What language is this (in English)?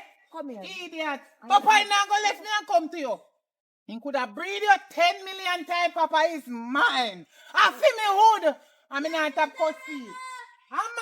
Jamaican Creole English